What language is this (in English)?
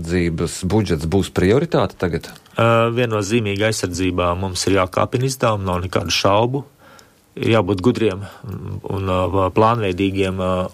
Latvian